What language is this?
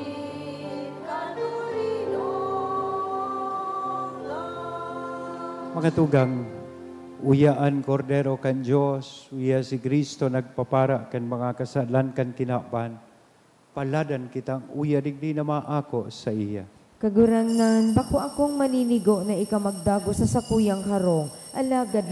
Bikol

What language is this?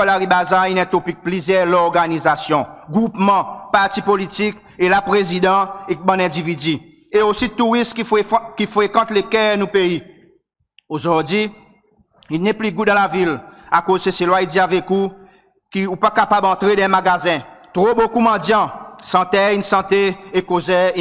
Seselwa Creole French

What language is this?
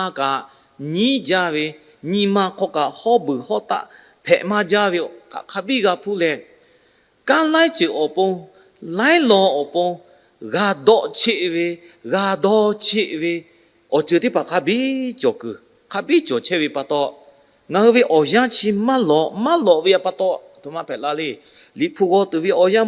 Lahu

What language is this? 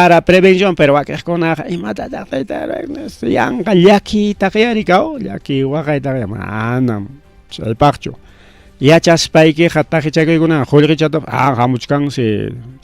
Ayacucho Quechua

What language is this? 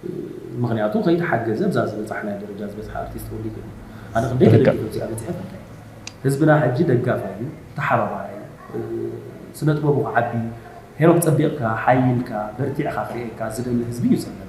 Tigrinya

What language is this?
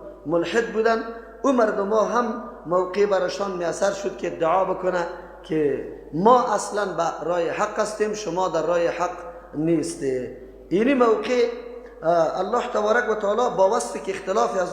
Persian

